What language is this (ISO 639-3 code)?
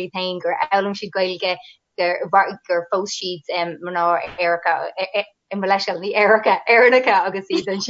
gle